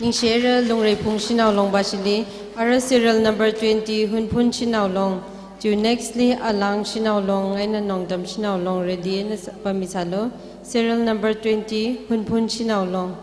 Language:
Tangkhul Naga (India)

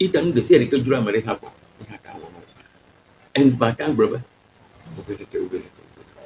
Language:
Ewe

